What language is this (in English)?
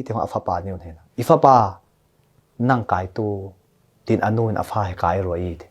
Falam Chin